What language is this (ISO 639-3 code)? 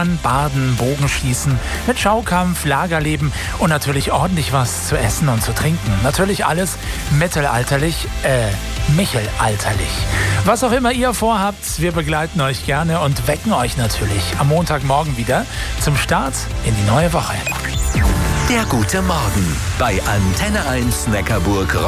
deu